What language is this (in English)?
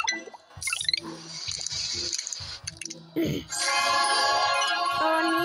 Thai